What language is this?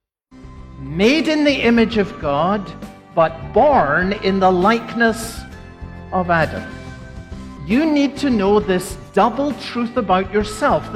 English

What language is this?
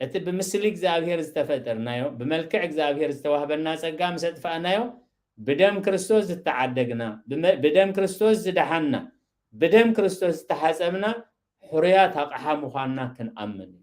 Tigrinya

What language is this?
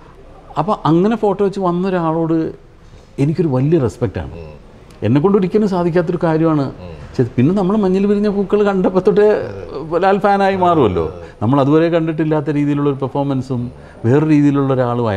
Malayalam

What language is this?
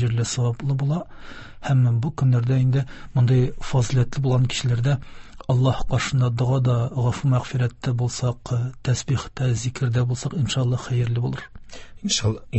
Tatar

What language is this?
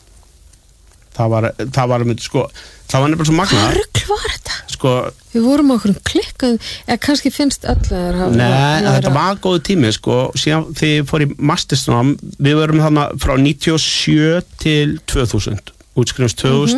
Icelandic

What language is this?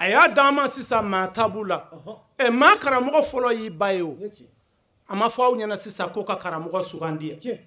Bambara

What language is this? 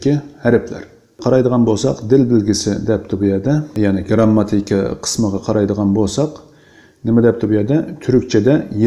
Uyghur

